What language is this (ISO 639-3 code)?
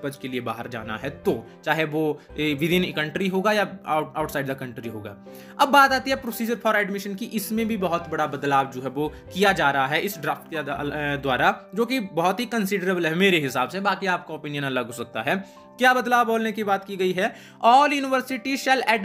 hin